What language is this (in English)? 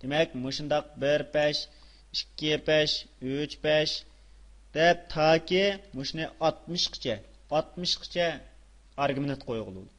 Uyghur